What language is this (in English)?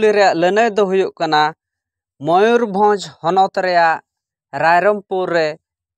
Santali